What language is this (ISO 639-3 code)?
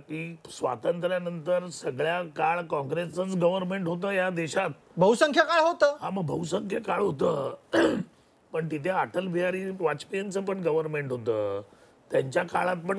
mar